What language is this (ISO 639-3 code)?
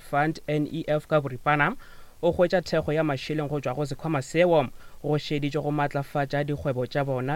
nso